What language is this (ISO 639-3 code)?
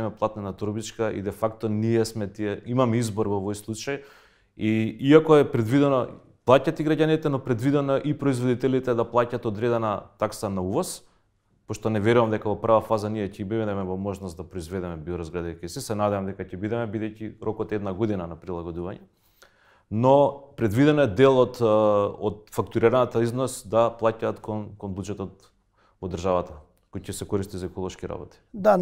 mkd